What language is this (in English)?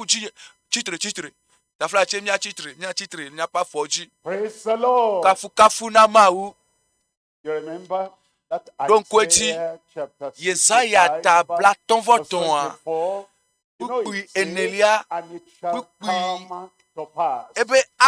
Ewe